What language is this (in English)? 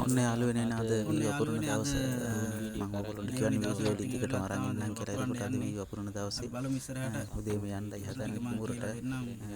Sinhala